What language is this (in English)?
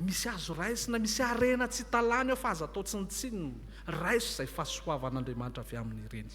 Malagasy